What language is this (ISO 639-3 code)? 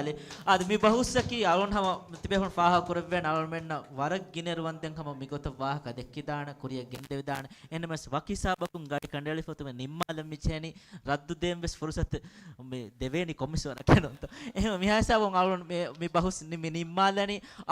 div